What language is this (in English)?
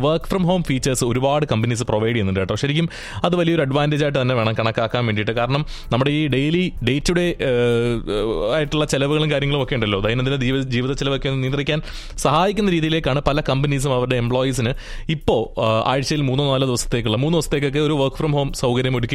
Malayalam